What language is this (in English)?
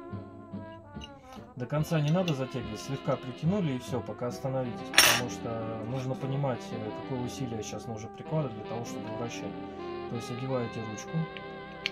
Russian